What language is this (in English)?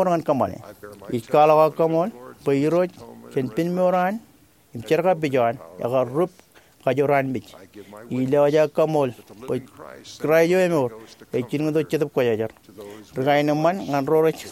Marshallese